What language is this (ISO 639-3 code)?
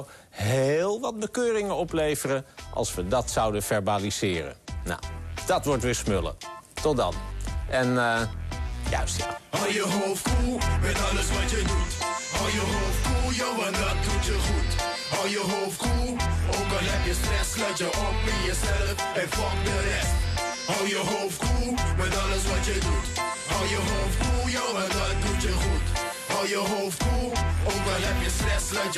nld